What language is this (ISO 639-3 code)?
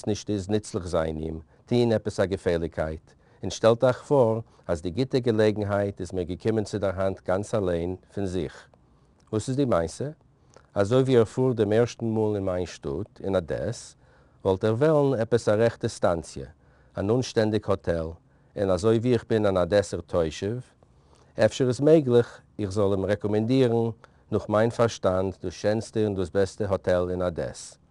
yid